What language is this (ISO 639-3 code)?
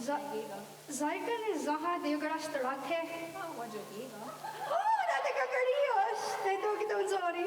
moh